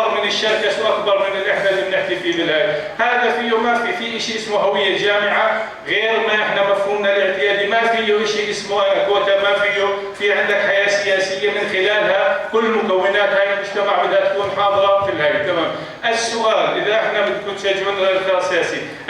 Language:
North Levantine Arabic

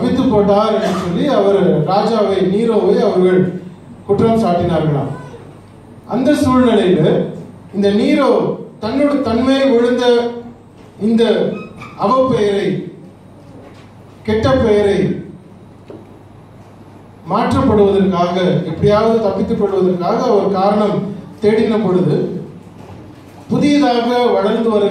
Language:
Tamil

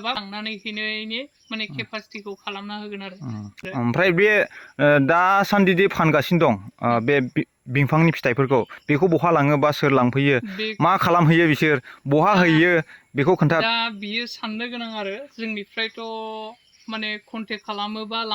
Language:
Bodo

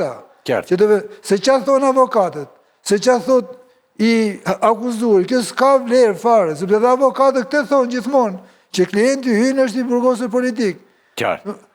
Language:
Albanian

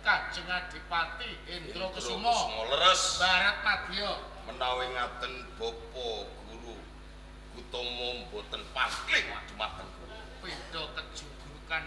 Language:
Javanese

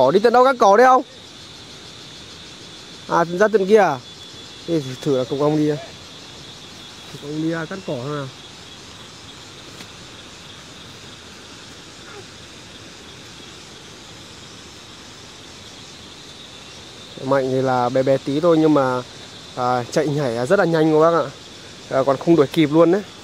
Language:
Vietnamese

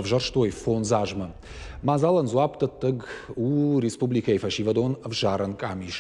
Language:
Ossetic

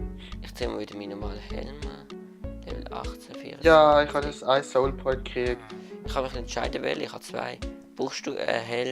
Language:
Swiss German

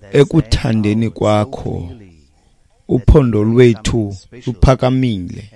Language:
Xhosa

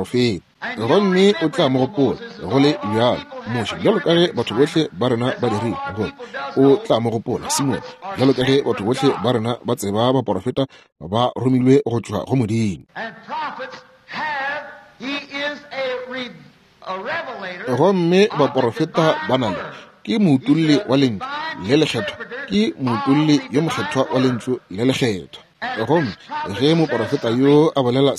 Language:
Northern Sotho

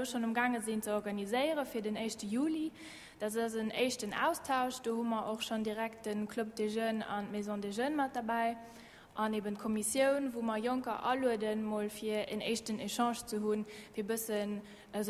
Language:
Luxembourgish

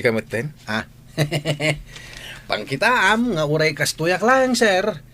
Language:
Iloko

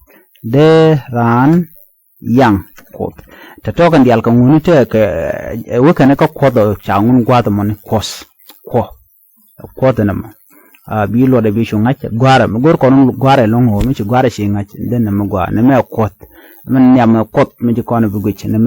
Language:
Nuer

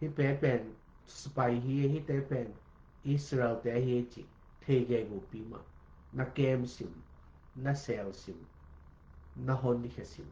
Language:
Tedim Chin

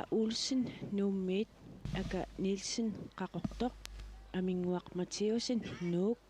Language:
Kalaallisut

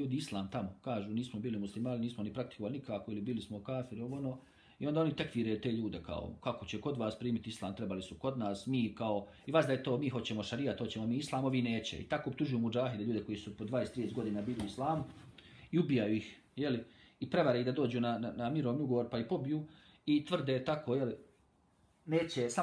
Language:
Bosnian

